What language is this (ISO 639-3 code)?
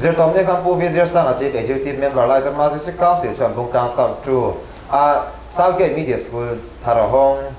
lus